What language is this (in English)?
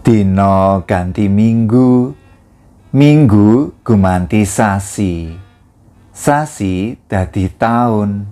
Javanese